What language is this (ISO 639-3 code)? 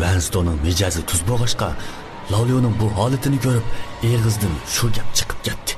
uig